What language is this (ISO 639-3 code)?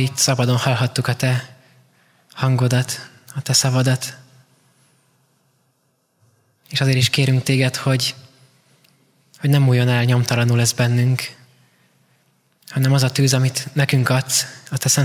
hun